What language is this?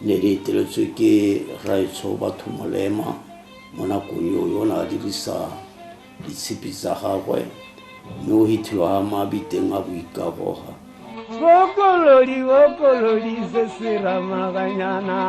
Tswana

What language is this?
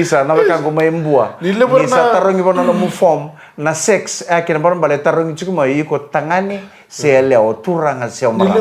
Fijian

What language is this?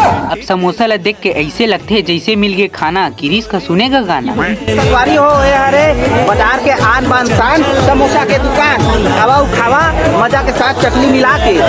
Chhattisgarhi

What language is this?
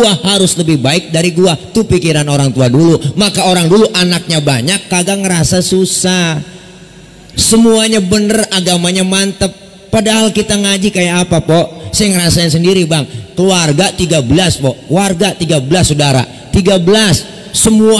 Betawi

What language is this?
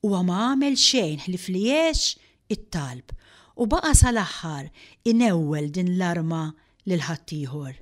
Maltese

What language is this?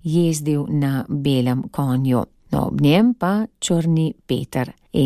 Slovenian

